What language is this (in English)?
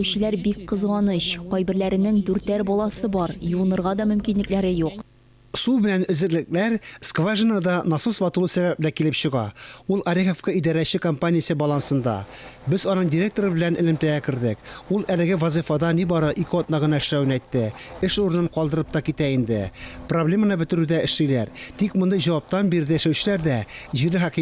Tatar